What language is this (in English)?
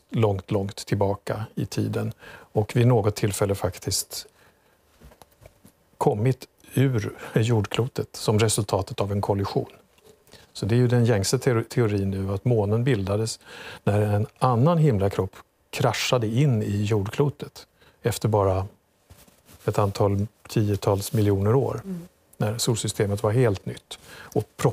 Swedish